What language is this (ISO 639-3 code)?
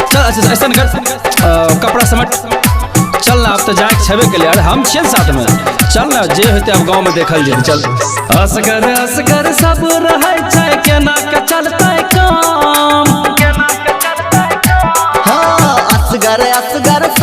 mai